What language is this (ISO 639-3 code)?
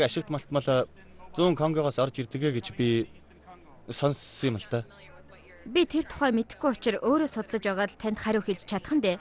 mon